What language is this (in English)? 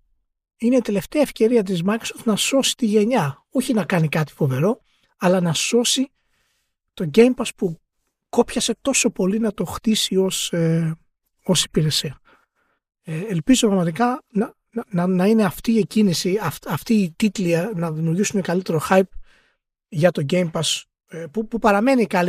Greek